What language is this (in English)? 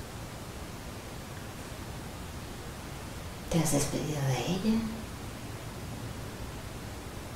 Spanish